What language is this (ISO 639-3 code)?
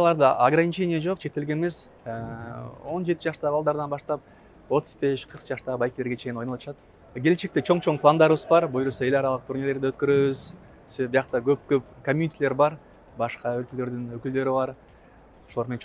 kir